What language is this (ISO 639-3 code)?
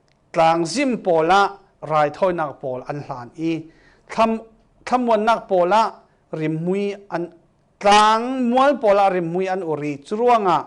cfm